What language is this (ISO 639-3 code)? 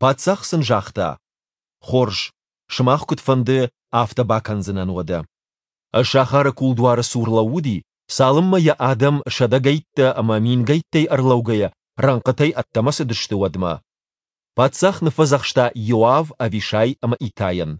oss